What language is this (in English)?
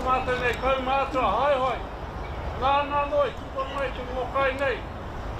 Māori